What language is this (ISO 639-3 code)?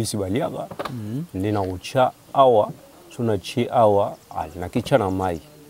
lin